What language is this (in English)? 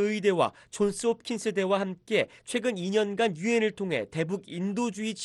Korean